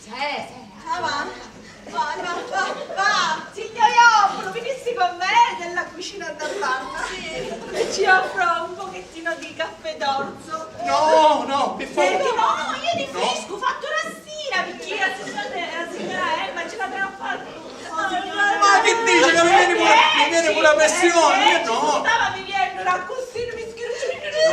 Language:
Sicilian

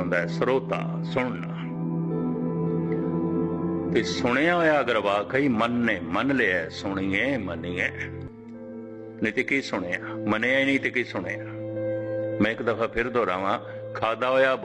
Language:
Punjabi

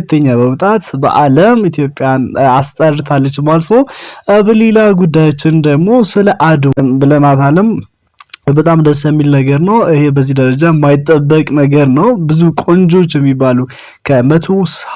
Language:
Amharic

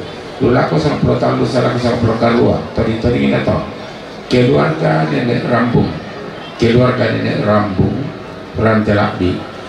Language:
Toraja-Sa'dan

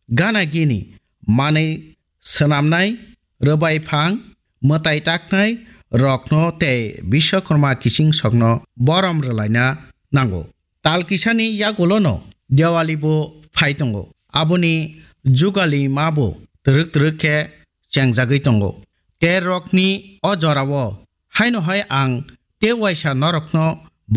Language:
Kok Borok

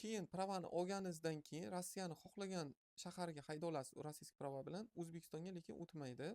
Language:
Uzbek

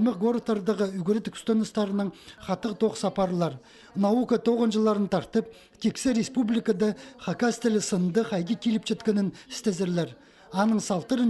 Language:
Khakas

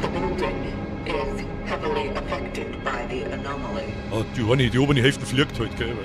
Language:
Bavarian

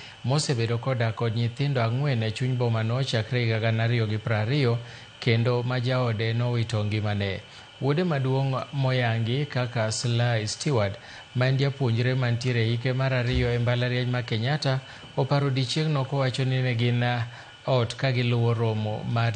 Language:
Luo (Kenya and Tanzania)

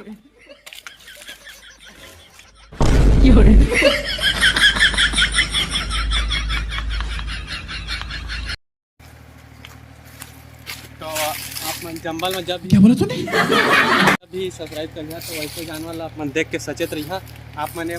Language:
Chhattisgarhi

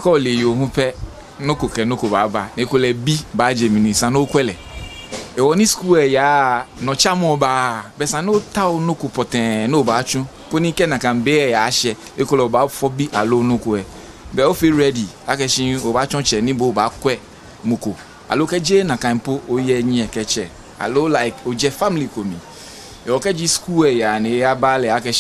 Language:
Ga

